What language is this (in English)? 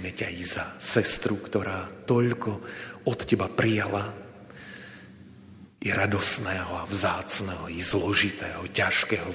Slovak